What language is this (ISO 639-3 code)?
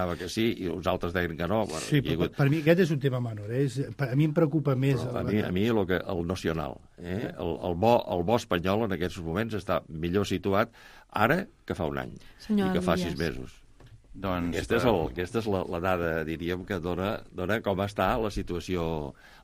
cat